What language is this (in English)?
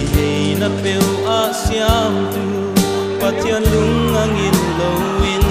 Paite Chin